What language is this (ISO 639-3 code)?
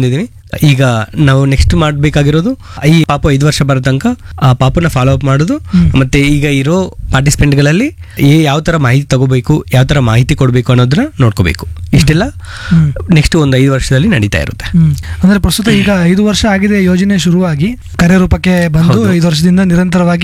kan